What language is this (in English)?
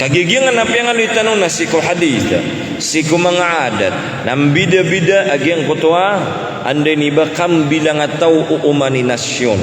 Maranao